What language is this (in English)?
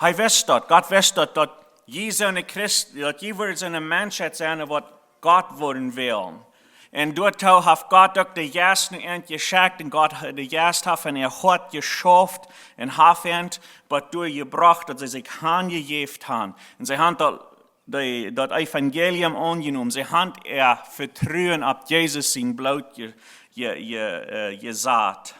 Plautdietsch